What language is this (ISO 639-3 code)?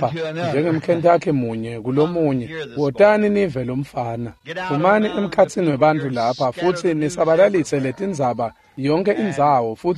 ssw